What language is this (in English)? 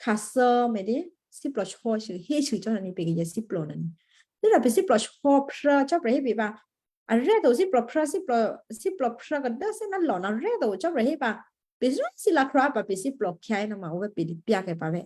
Western Kayah